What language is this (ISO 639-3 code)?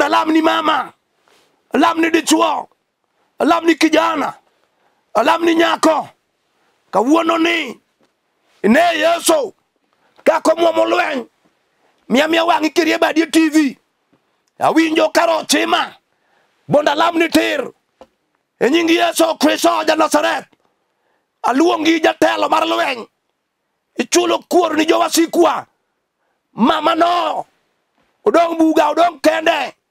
luo